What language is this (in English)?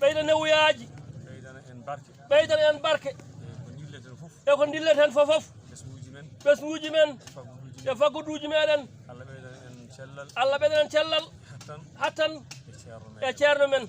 Fula